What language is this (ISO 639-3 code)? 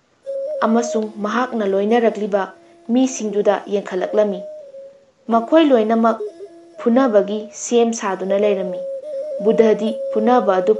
mni